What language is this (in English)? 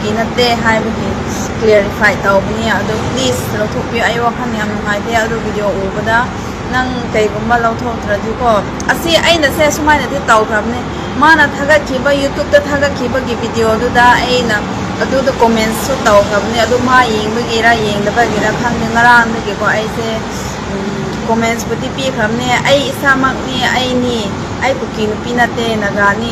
Manipuri